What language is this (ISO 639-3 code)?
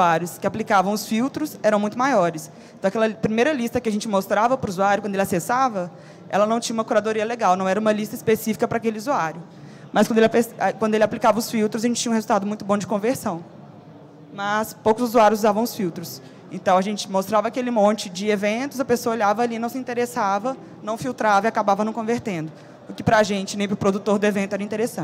por